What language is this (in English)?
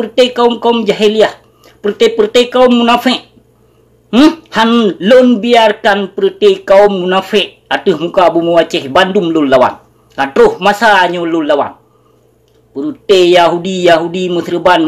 Achinese